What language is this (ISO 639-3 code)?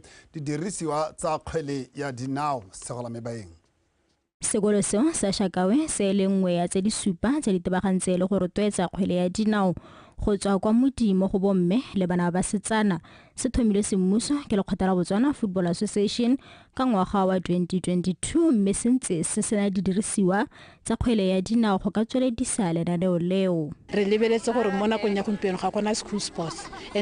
tsn